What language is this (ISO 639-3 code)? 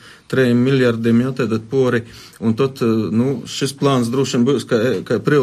lav